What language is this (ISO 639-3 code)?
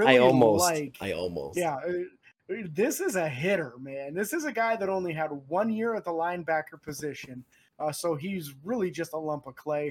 eng